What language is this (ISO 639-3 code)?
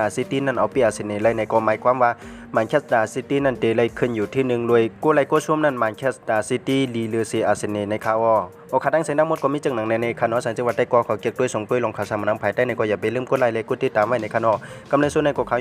shn